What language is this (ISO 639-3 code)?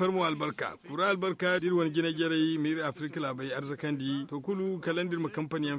dje